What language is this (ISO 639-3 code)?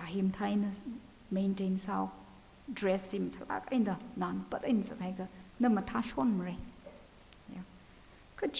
nmf